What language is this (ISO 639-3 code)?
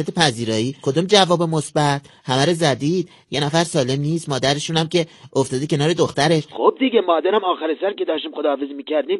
fas